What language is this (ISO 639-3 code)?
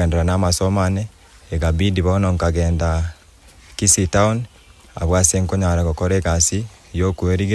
guz